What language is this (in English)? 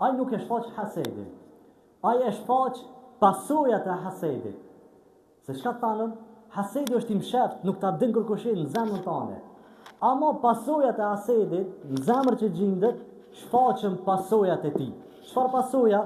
Albanian